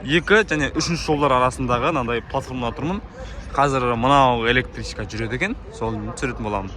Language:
Kazakh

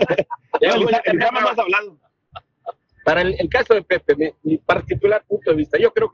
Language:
Spanish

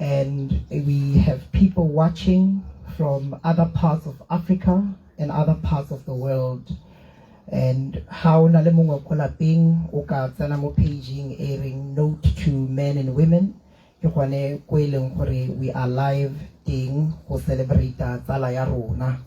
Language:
Tswana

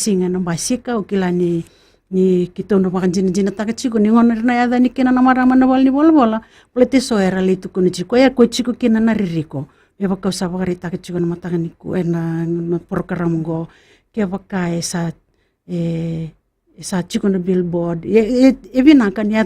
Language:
Fijian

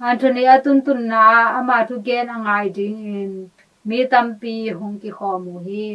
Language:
Tedim Chin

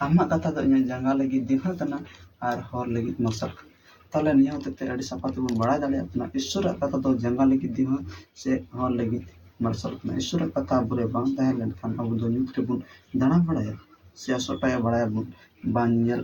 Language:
Santali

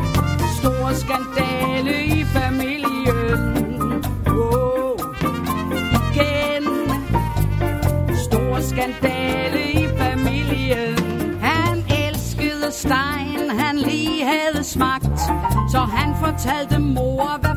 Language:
Danish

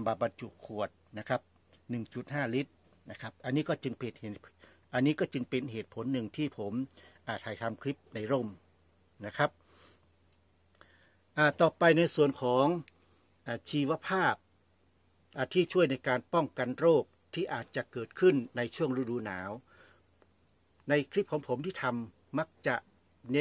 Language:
Thai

